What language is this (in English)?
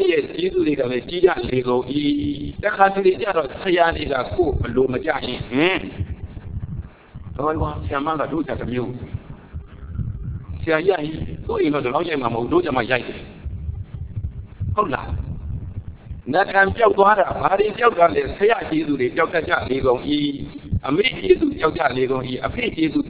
Burmese